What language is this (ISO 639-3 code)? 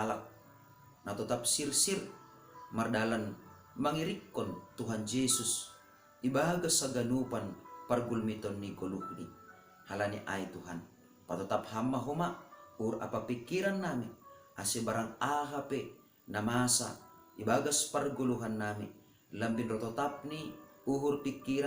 bts